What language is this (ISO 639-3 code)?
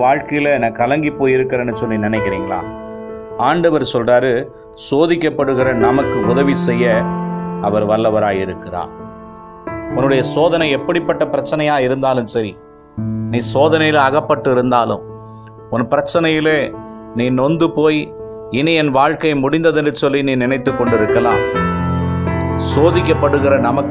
tam